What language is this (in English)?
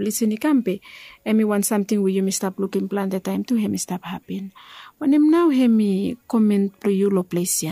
Bislama